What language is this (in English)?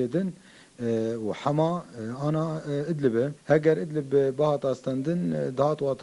Kurdish